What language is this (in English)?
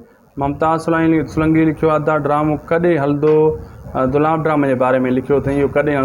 Sindhi